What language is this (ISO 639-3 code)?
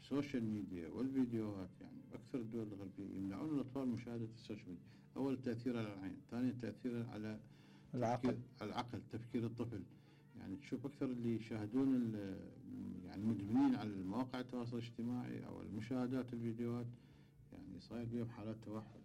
acm